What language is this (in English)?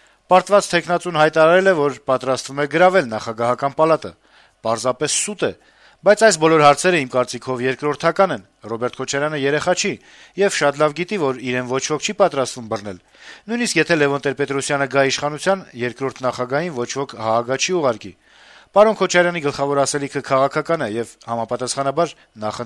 Armenian